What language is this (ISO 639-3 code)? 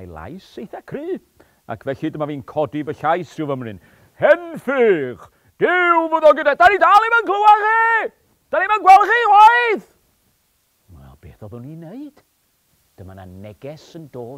cym